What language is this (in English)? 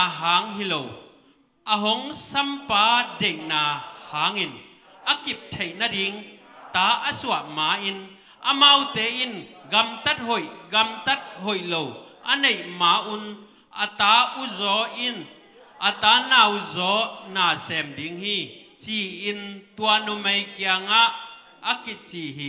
Tedim Chin